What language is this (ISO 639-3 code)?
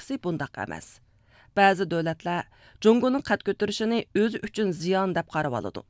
uig